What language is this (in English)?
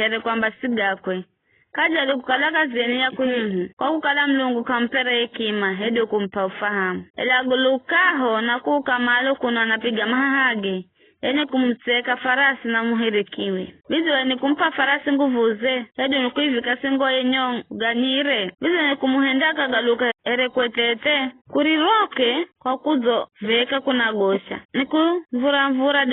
Giryama